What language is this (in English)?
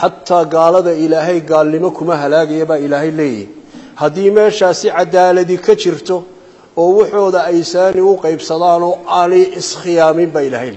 Somali